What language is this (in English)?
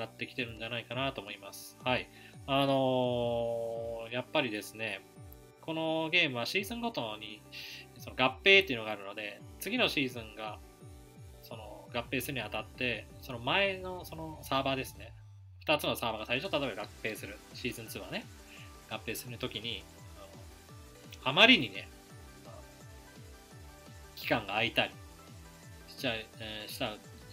Japanese